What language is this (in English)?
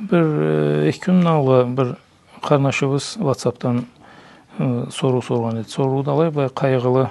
Karachay-Balkar